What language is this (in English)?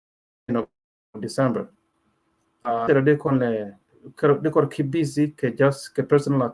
Nuer